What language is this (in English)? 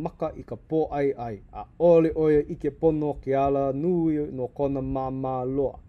Hawaiian